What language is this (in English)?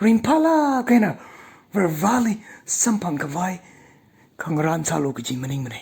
Tangkhul Naga (India)